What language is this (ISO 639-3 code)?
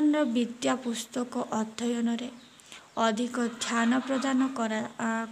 ori